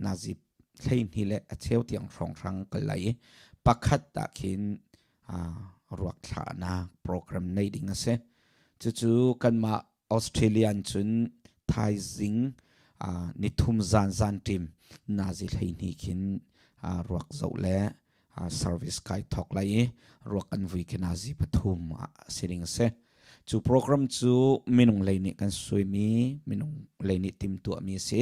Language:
Hakha Chin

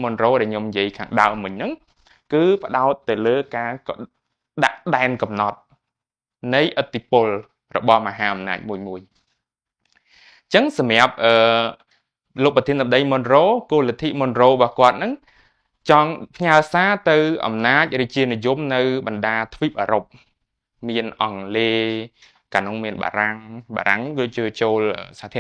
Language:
Khmer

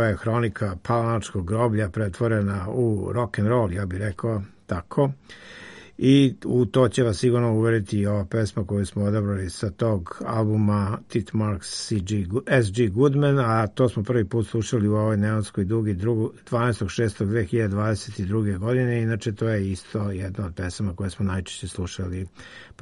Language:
Serbian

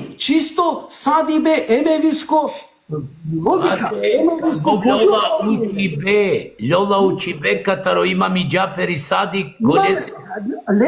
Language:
Balkan Romani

